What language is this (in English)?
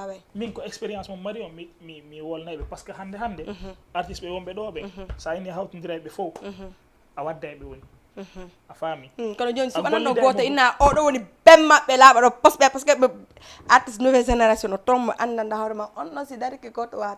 Fula